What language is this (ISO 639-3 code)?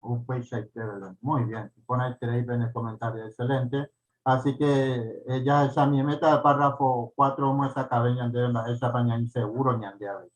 grn